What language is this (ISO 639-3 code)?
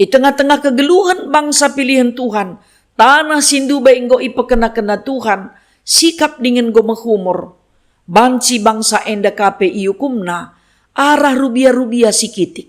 btx